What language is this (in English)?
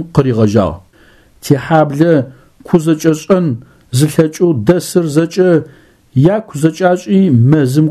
Adyghe